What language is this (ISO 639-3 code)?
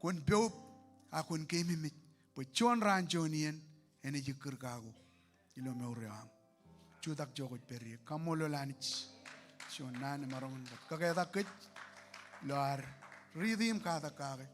mah